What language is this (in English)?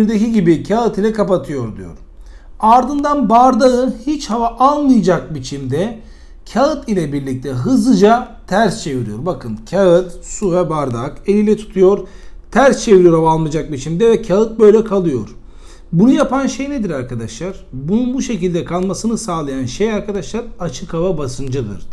Turkish